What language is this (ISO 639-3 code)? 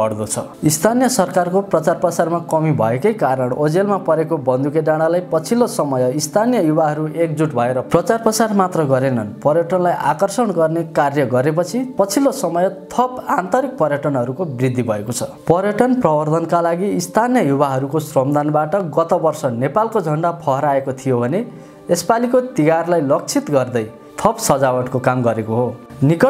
nep